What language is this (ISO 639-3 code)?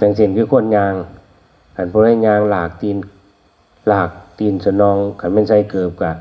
tts